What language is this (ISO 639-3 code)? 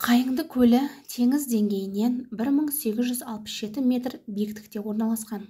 kaz